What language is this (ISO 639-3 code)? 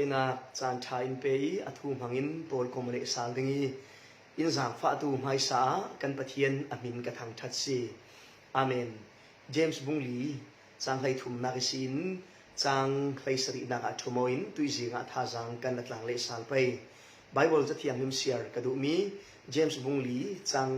cfm